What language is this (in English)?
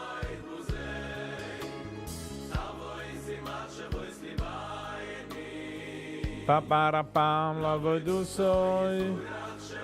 Yiddish